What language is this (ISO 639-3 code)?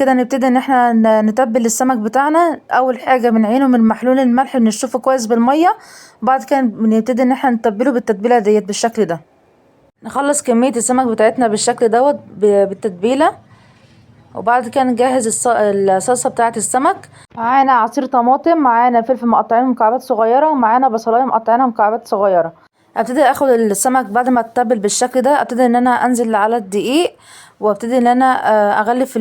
arz